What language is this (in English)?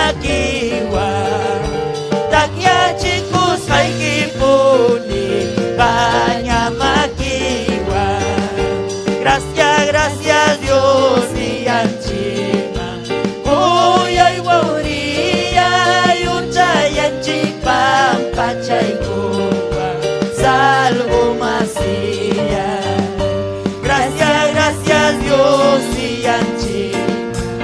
Ayacucho Quechua